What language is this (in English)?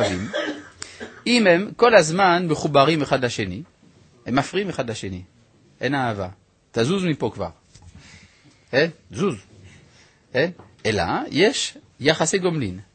Hebrew